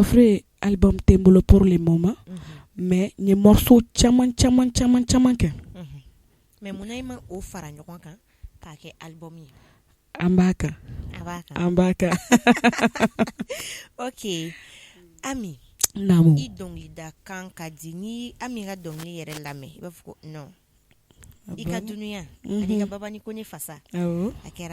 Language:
Bambara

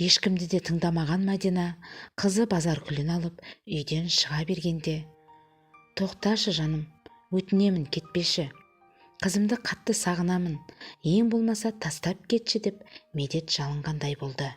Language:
Kazakh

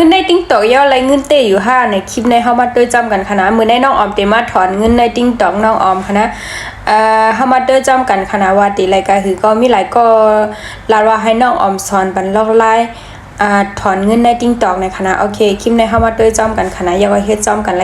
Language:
Shan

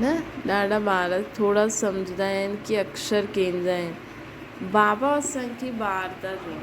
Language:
Sindhi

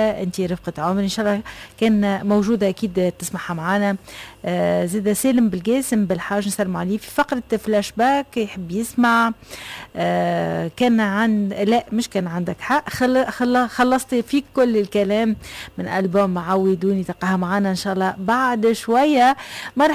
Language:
Tunisian Arabic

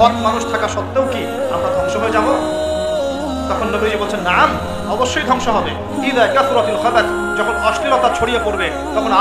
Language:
Bangla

